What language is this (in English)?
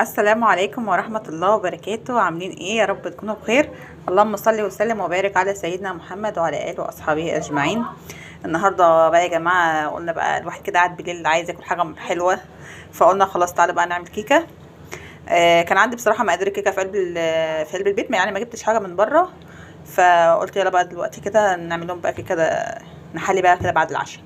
Egyptian Arabic